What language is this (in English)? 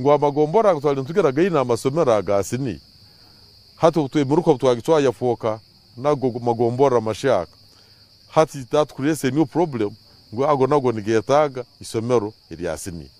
Nyankole